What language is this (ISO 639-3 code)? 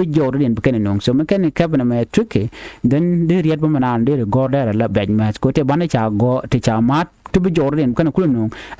nus